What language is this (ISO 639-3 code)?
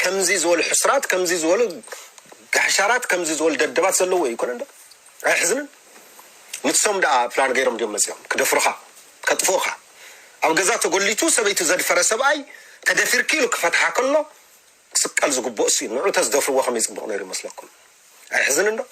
tir